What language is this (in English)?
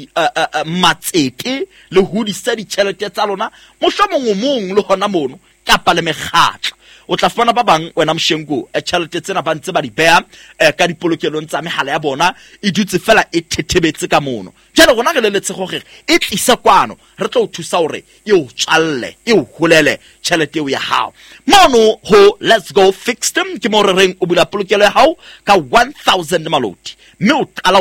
Southern Sotho